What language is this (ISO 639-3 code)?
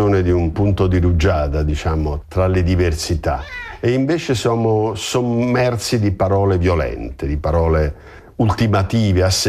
ita